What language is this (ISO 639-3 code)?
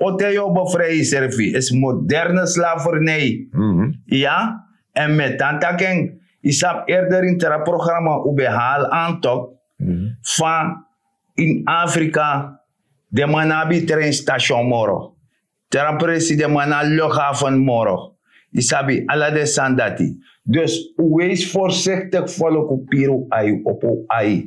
srn